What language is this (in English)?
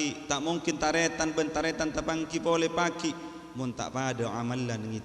Madurese